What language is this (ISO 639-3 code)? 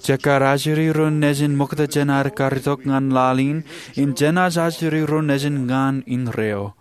mah